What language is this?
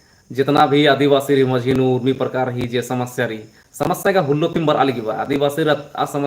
Kurukh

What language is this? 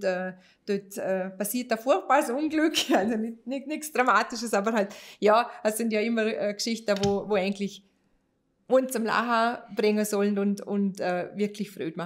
Swiss German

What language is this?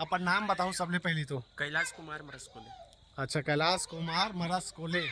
Chhattisgarhi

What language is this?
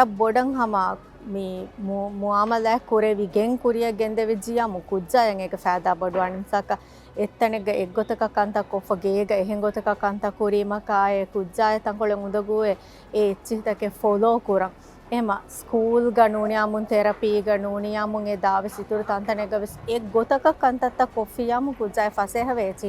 Divehi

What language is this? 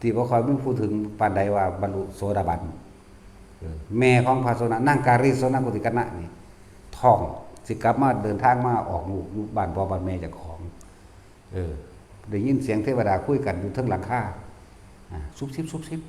Northeastern Thai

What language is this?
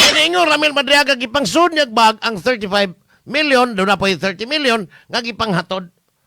Cebuano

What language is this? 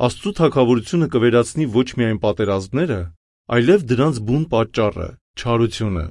Armenian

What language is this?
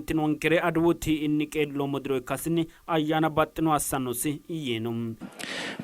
Sidamo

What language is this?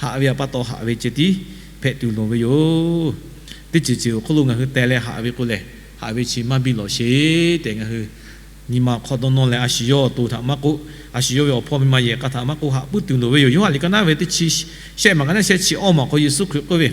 Lahu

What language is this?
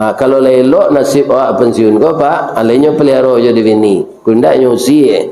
Minangkabau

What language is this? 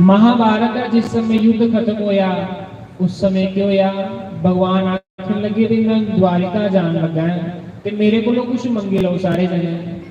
Dogri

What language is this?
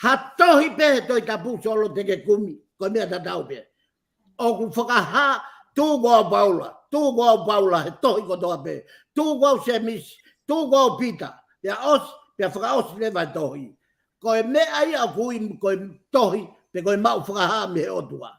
Tongan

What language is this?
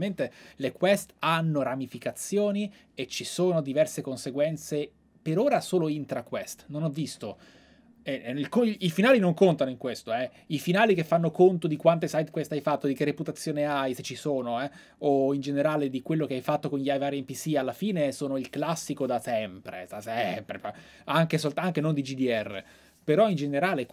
Italian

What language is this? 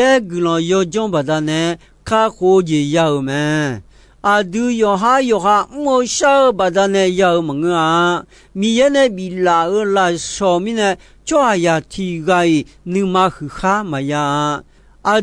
Akha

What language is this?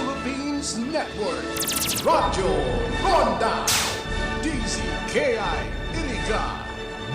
Bikol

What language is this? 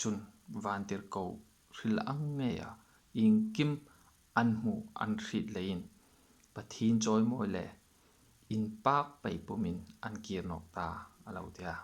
Hmar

